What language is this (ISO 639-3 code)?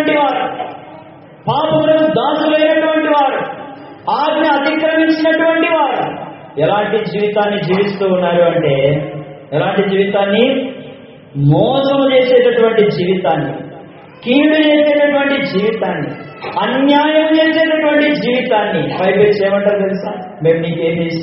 tel